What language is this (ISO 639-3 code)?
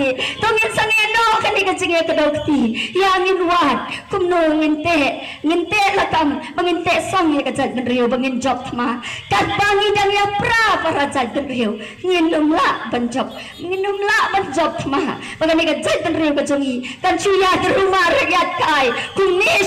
kha